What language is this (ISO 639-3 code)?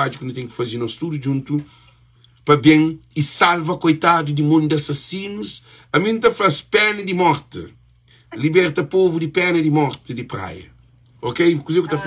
kea